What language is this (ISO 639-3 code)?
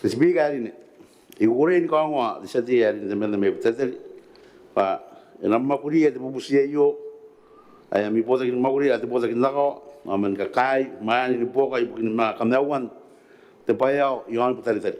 gil